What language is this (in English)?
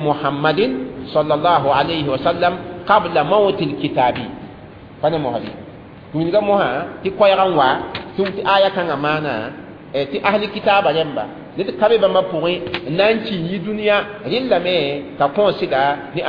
Mossi